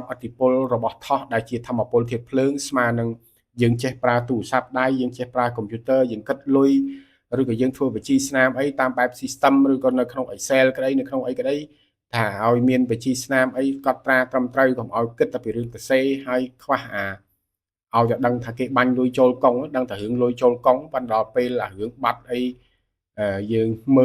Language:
Khmer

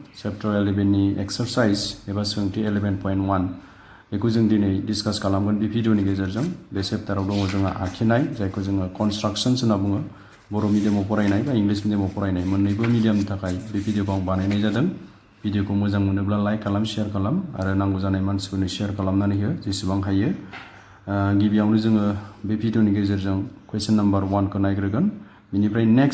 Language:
Bodo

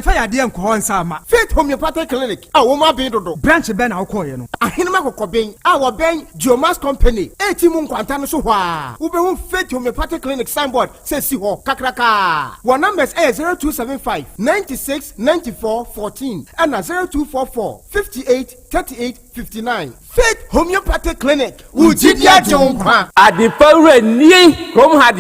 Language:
Akan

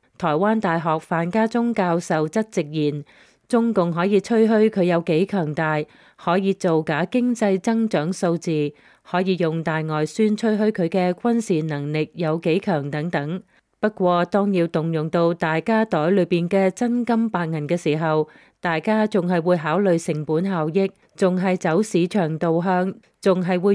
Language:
Cantonese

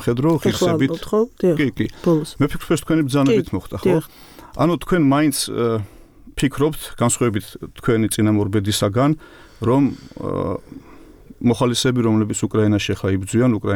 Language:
Georgian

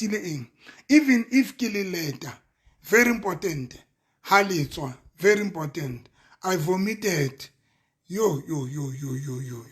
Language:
Southern Sotho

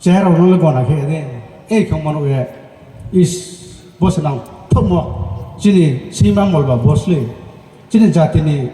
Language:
Riang (India)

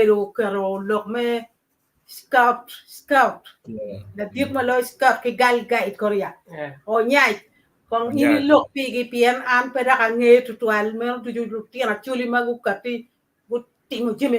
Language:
Acoli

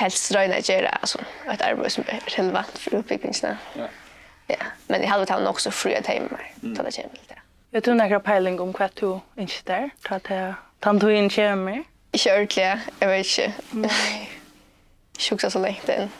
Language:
Faroese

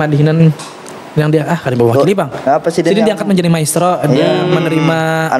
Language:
Banjar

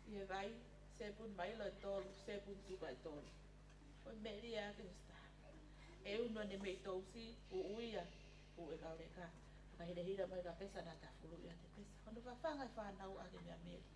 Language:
Tongan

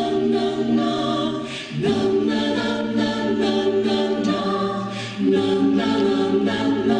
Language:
Russian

